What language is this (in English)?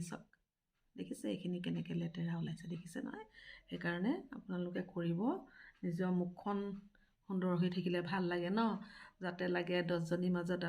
Assamese